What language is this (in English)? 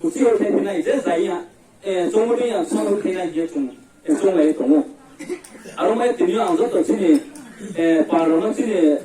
Riang (India)